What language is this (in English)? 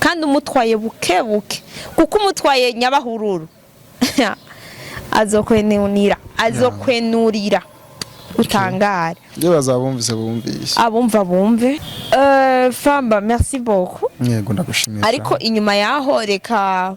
Rundi